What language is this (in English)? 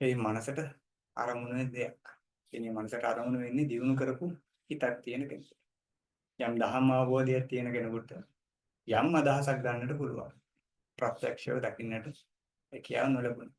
Sinhala